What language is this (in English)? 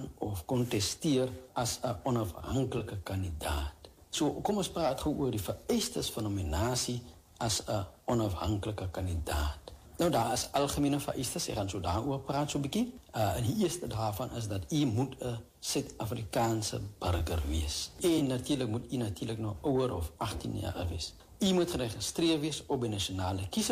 Afrikaans